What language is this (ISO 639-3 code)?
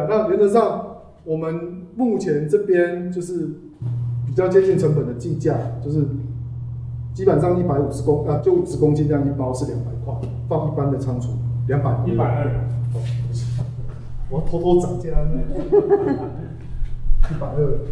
zho